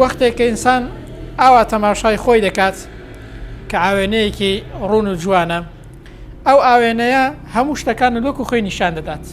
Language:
Central Kurdish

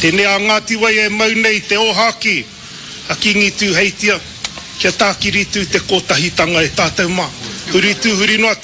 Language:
Māori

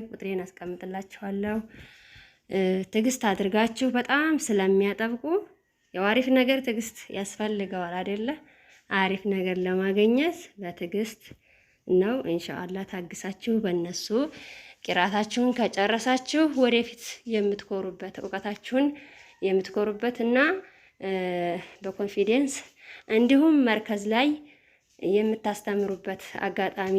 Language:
Amharic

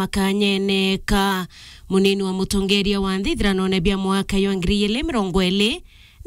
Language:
Meru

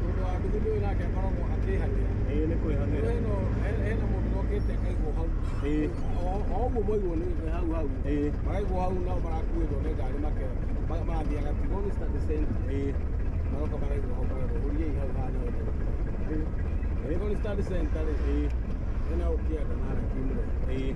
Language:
Kikuyu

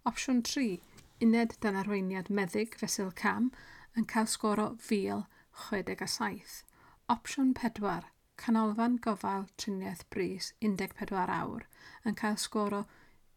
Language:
Welsh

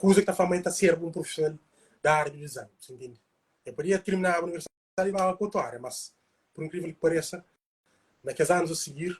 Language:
Kabuverdianu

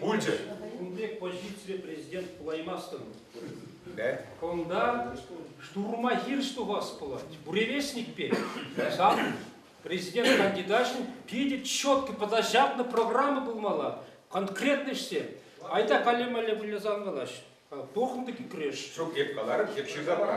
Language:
Chuvash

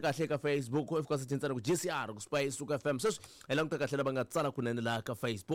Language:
Tsonga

